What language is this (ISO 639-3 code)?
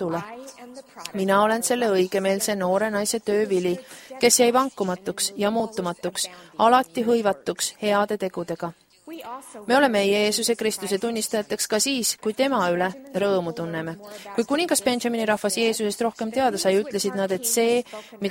est